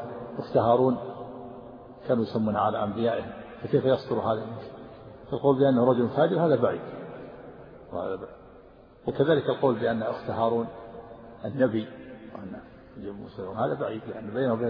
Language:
Arabic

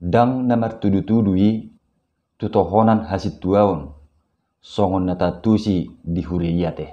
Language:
Batak Toba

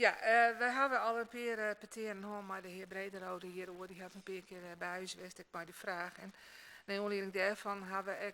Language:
Western Frisian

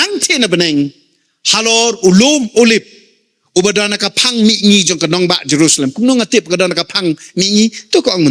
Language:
Khasi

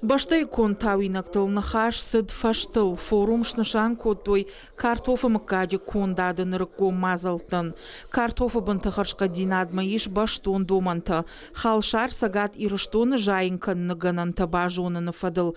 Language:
Ossetic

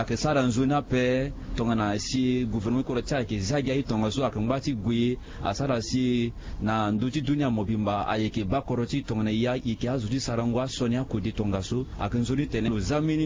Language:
Sango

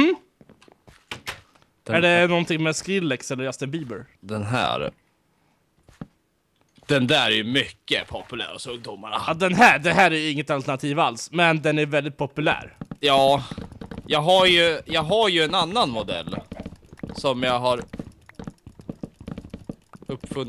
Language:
Swedish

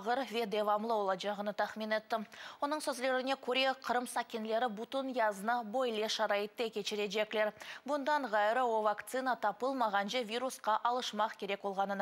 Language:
Crimean Tatar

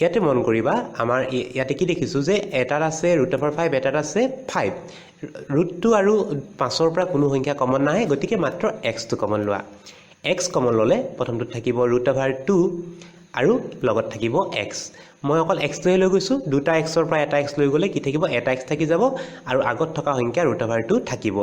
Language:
Assamese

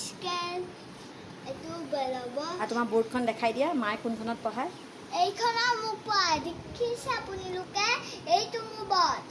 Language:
Assamese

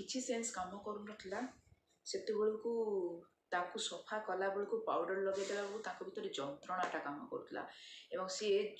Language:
Odia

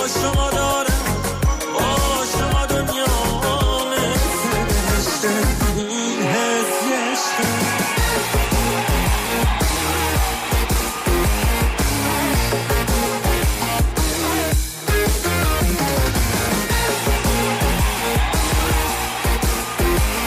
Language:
Persian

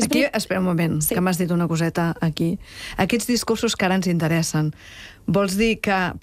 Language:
Catalan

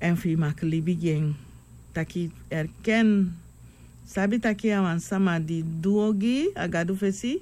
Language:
Sranan Tongo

